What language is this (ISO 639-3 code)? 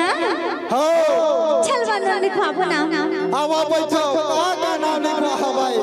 hne